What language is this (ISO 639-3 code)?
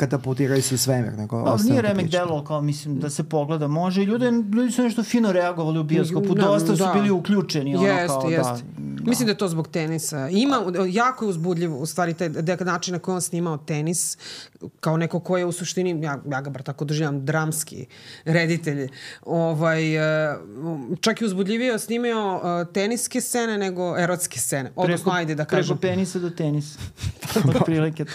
srp